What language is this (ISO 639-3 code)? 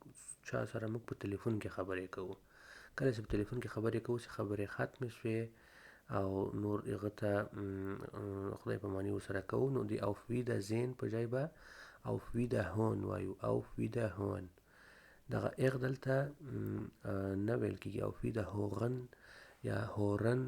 pus